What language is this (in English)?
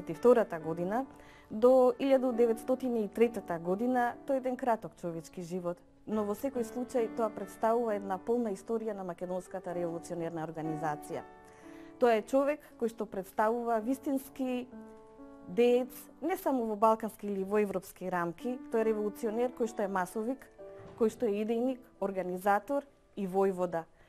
Macedonian